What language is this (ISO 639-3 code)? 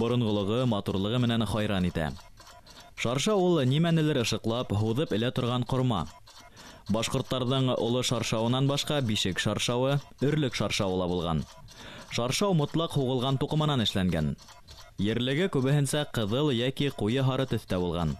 bak